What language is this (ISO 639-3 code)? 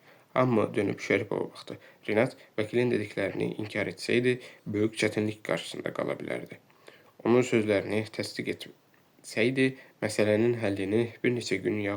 aze